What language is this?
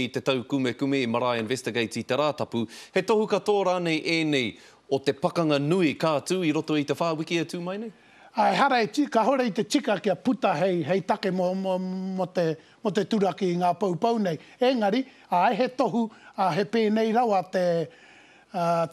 Māori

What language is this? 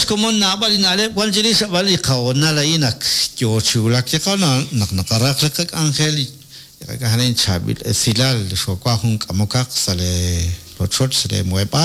Kekchí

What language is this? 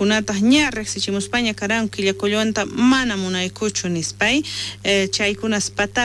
South Bolivian Quechua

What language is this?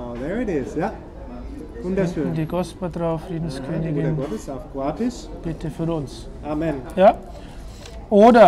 German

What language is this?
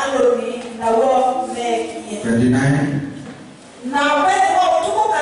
Kamba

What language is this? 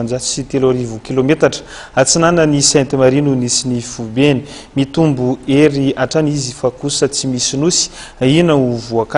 Malagasy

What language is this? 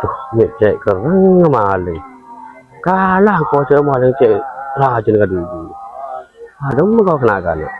Madurese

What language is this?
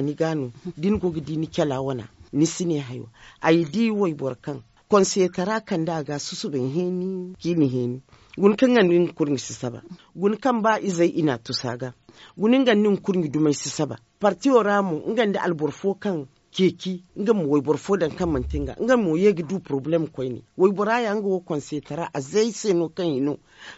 Zarma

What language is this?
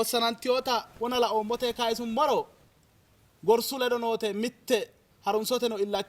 Sidamo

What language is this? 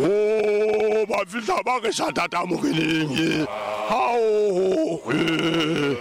Southern Sotho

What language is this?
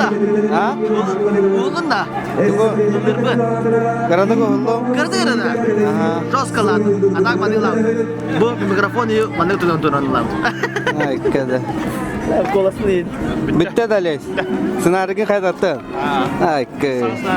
Yakut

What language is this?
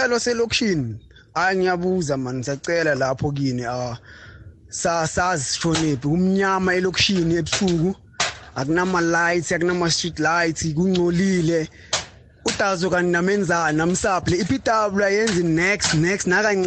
South Ndebele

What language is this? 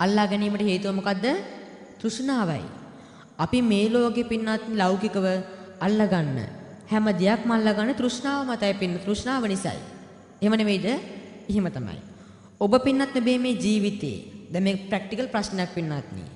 Sinhala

